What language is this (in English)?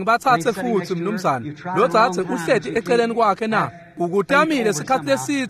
Swati